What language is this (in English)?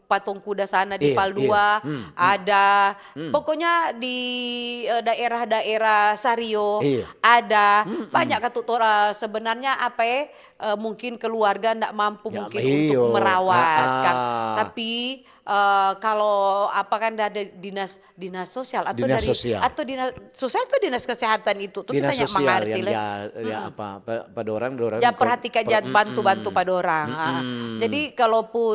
Manado Malay